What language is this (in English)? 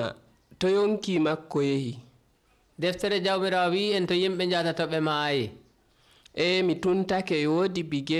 Nigerian Fulfulde